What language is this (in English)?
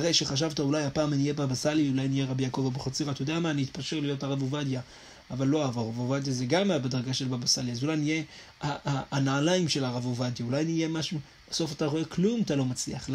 Hebrew